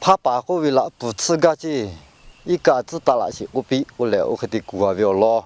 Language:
Lahu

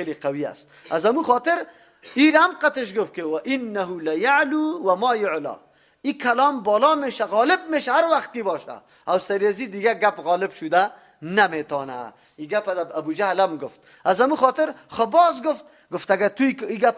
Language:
Persian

